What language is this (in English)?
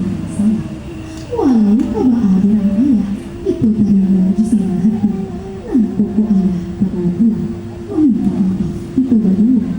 Minangkabau